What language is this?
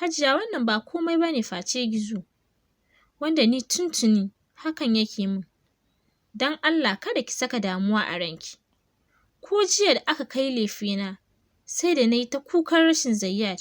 Hausa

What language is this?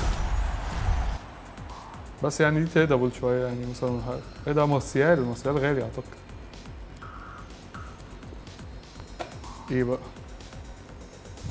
Egyptian Arabic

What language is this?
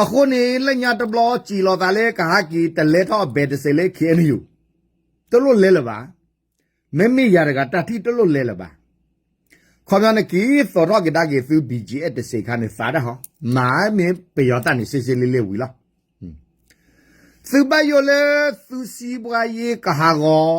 S'gaw Karen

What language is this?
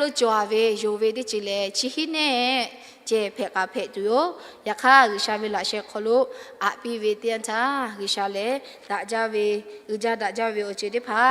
Lahu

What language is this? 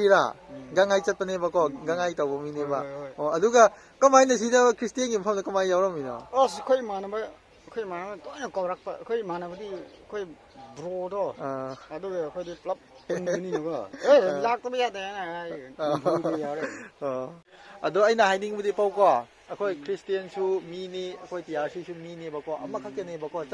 Manipuri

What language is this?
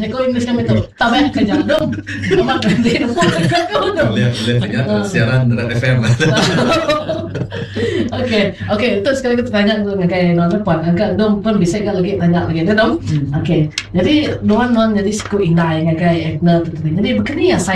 Iban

